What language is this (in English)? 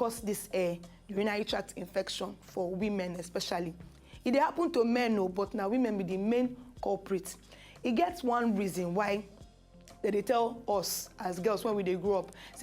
Nigerian Pidgin